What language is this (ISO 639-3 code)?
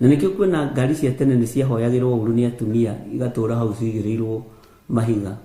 kik